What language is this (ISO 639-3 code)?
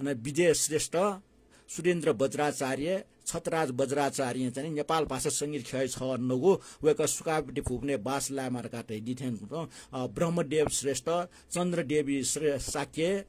new